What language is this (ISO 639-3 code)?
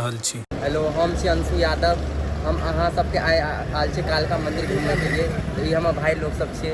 mai